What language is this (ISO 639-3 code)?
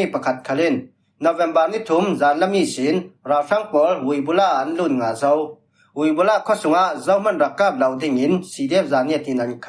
cfm